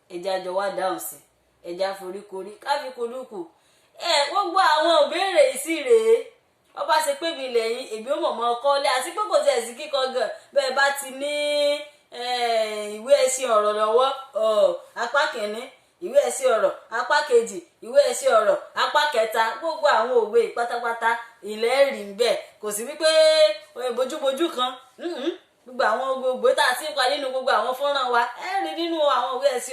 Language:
Yoruba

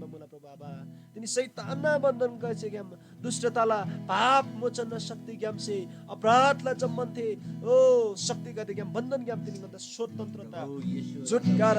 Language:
Eastern Tamang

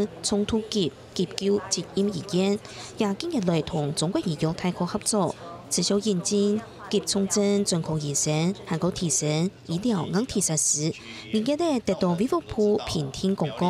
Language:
Hakka Chinese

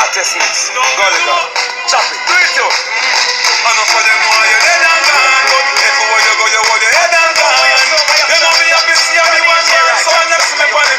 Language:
Jamaican Creole English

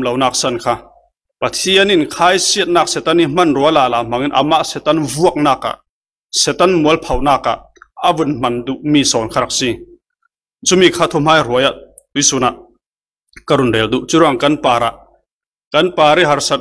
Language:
Falam Chin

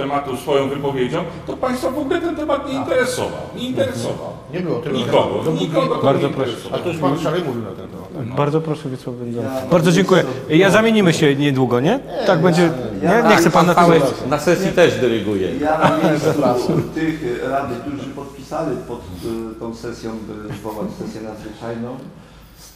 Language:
Polish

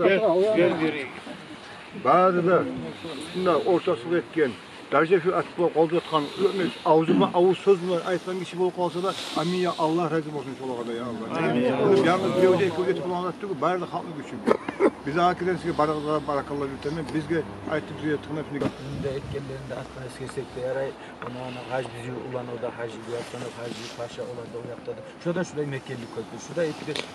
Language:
Kumyk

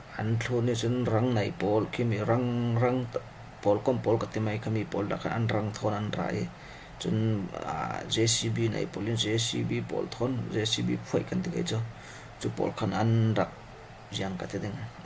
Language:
Falam Chin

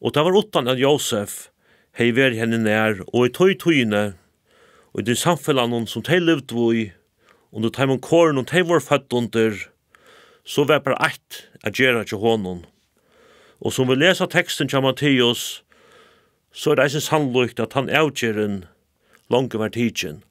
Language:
Faroese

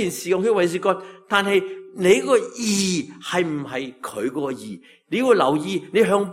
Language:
Cantonese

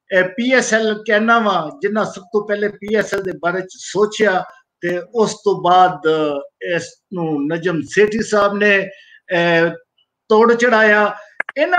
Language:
Punjabi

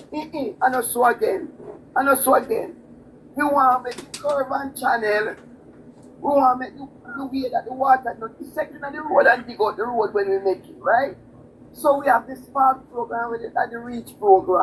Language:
Jamaican Creole English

